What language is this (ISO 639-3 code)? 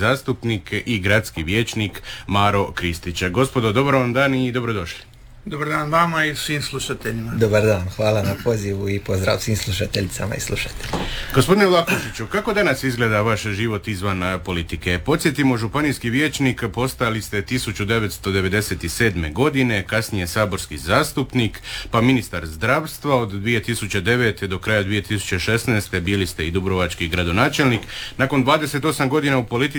hrv